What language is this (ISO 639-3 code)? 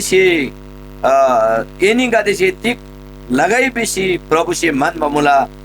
taj